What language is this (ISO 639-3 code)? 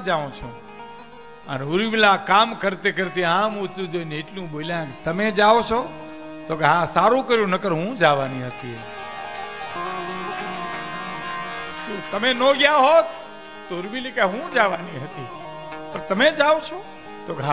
guj